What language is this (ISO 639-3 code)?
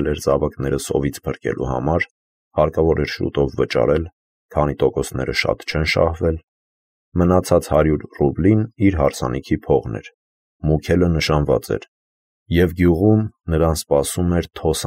hye